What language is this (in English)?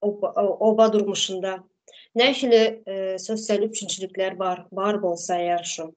Turkmen